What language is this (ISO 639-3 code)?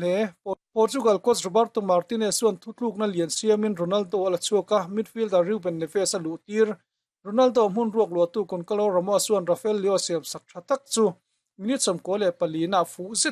lus